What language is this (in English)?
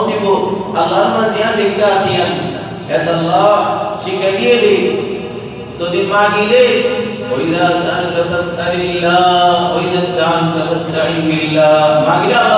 Rohingya